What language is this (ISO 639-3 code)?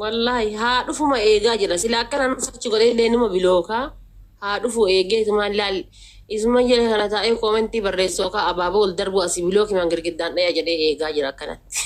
orm